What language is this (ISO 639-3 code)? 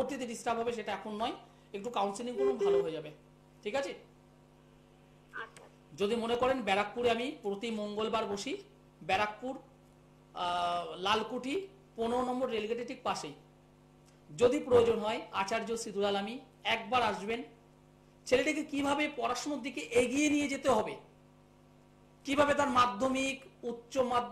ben